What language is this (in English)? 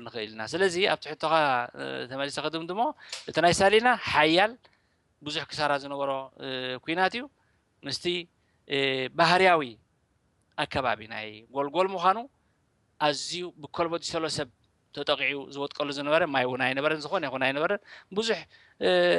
Tigrinya